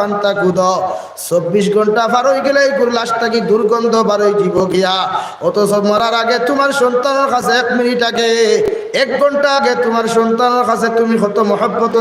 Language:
Sylheti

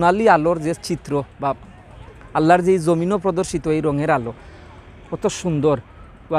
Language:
Sylheti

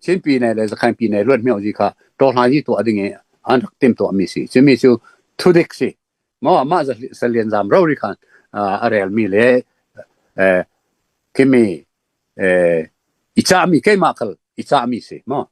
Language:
Falam Chin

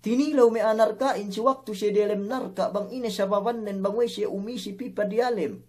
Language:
Yakan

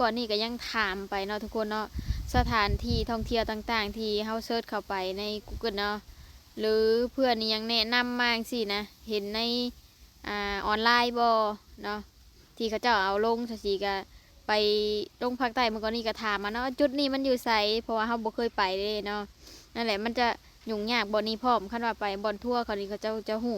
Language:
Lao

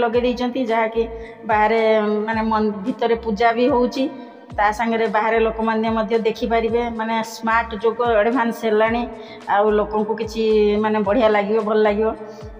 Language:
Odia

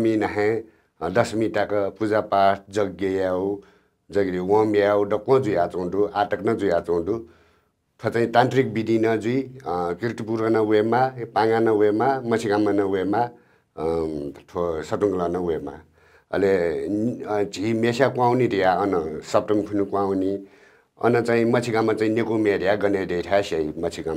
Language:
Newari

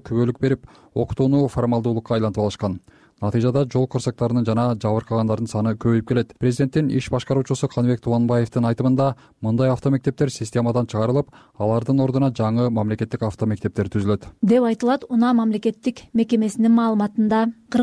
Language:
Kyrgyz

